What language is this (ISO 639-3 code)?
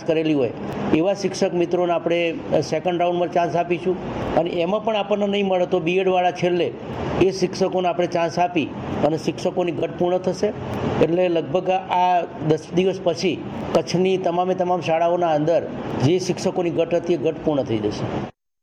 guj